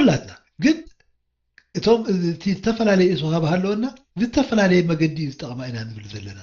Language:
Tigrinya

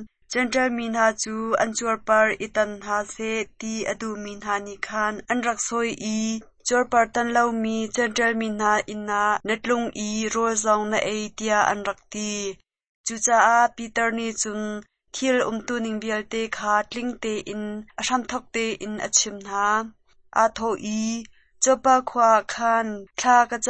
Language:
Hakha Chin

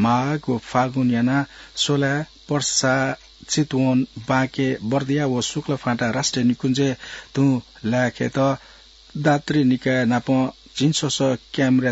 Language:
Newari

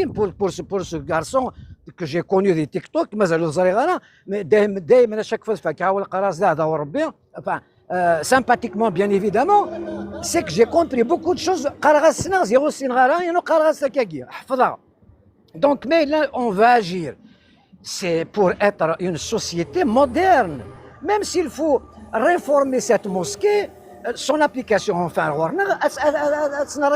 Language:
Kabyle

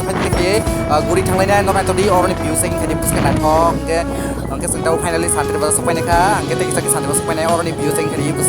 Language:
Kok Borok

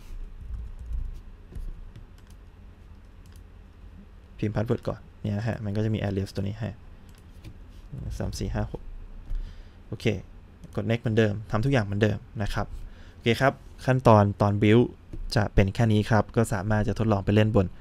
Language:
Thai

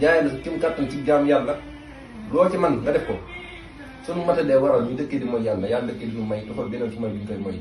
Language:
Wolof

